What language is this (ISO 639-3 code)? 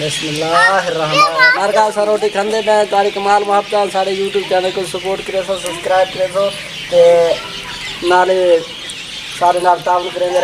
skr